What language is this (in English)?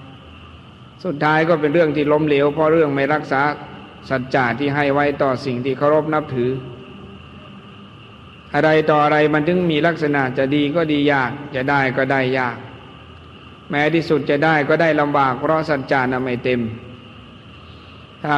Thai